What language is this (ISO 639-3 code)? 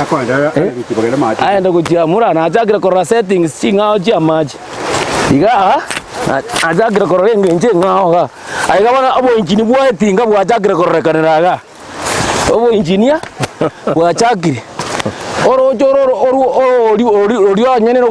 guz